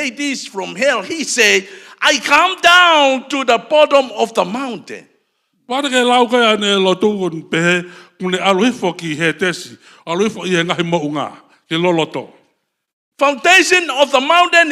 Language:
Tongan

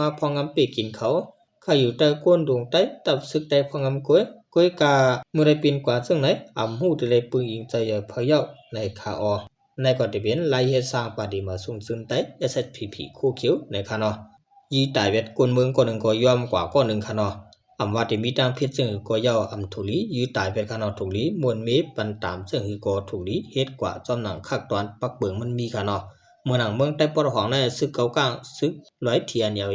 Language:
Shan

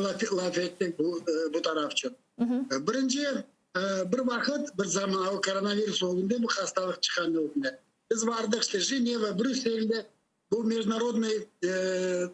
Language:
Crimean Tatar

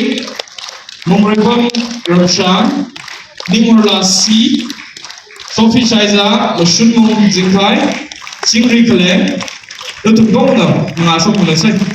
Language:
Tangkhul Naga (India)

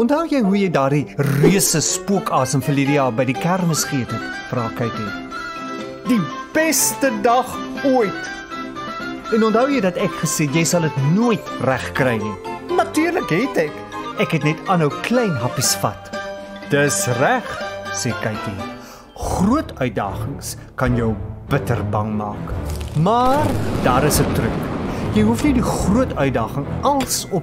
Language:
Afrikaans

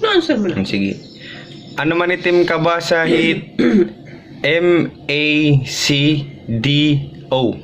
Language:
Waray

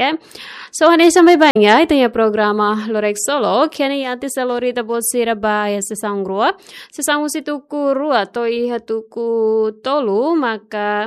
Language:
Tetum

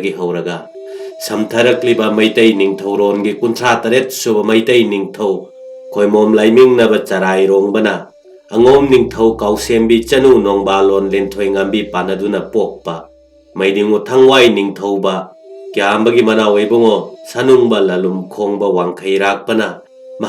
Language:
Manipuri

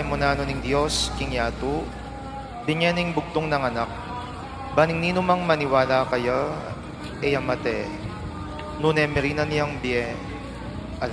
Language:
Pampanga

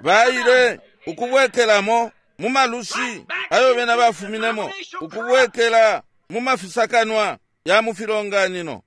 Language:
Bemba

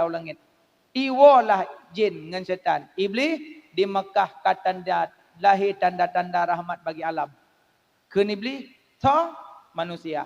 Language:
Achinese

